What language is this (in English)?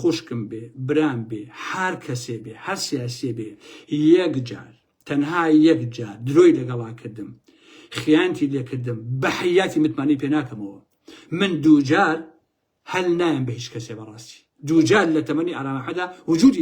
Central Kurdish